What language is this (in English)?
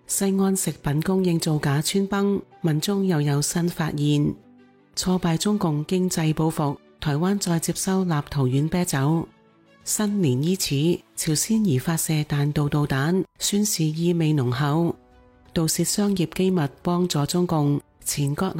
Cantonese